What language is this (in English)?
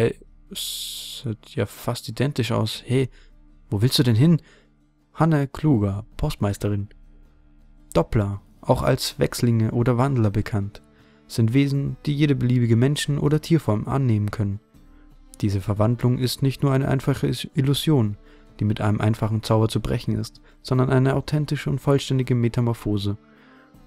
German